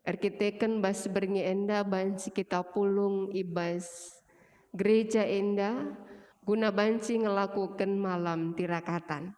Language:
Batak Karo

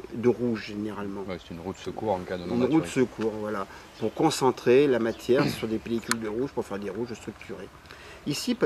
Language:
French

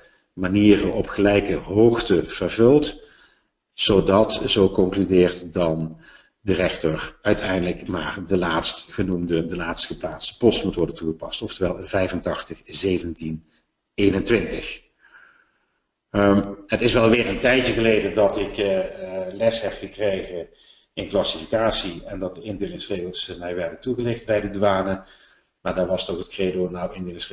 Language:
Dutch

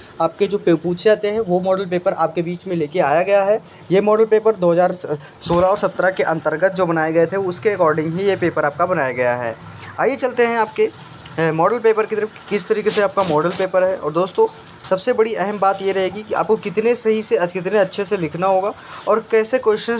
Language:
Hindi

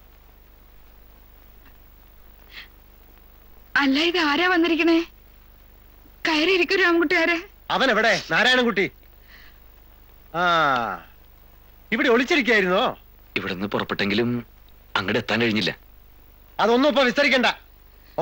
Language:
Malayalam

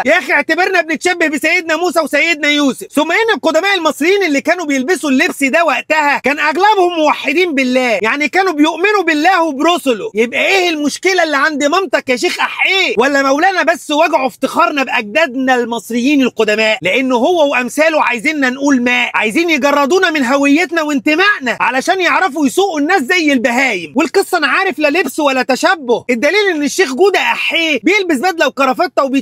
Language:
Egyptian Arabic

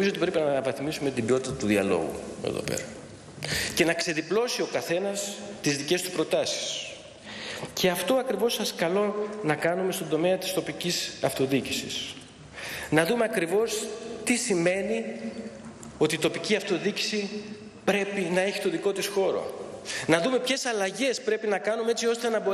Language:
Greek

